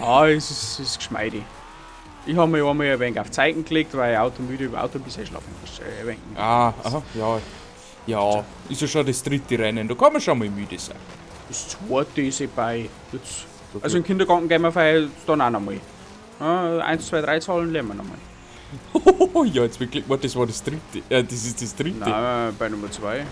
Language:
Bavarian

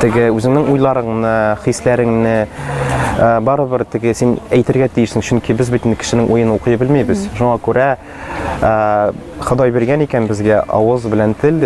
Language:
Tatar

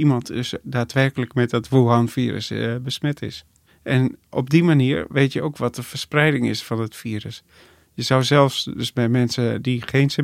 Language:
Dutch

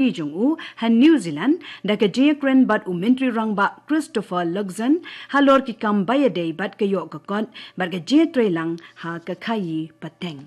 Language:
Khasi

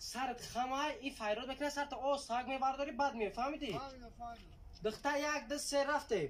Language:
Tajik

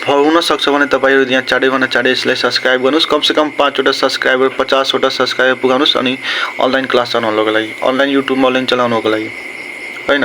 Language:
Nepali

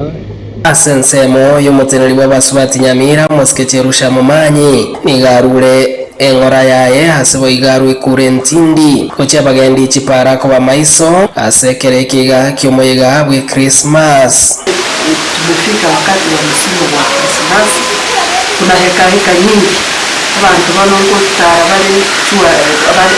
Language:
Gusii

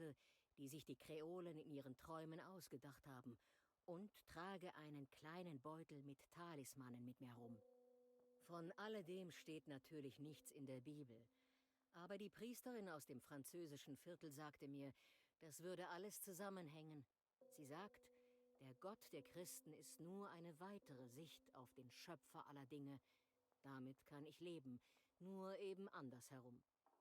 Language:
Bavarian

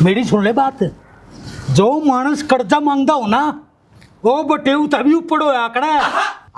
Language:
Haryanvi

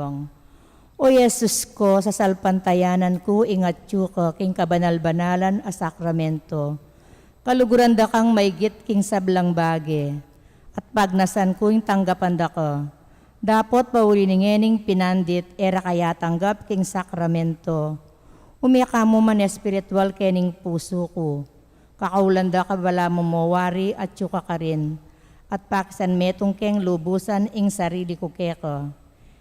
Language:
Pampanga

